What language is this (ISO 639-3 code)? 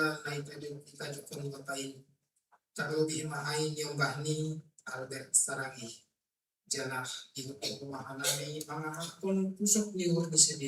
bts